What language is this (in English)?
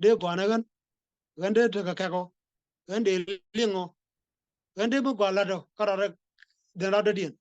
Nuer